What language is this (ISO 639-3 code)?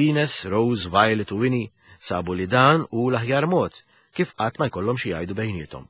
mlt